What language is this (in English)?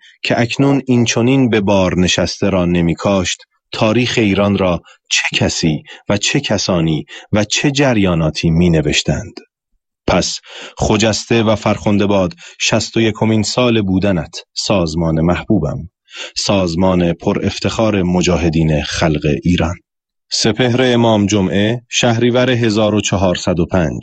Persian